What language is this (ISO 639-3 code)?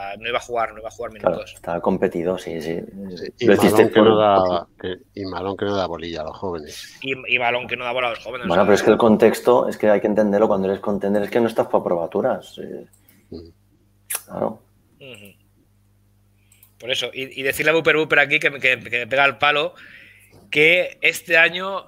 spa